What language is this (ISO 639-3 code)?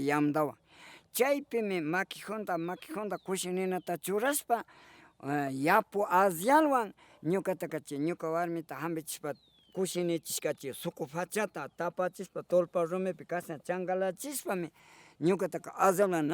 qvi